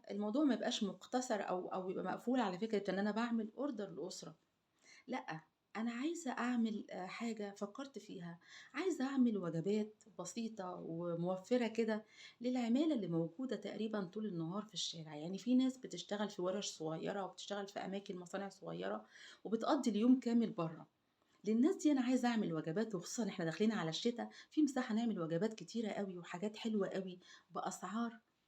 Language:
Egyptian Arabic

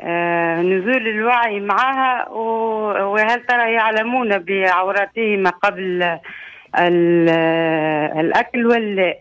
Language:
Tunisian Arabic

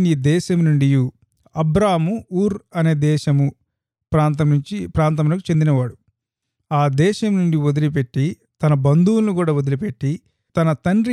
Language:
Telugu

